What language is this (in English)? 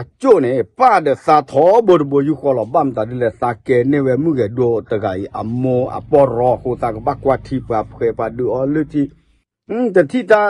S'gaw Karen